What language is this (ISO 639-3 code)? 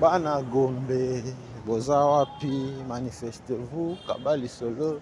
lin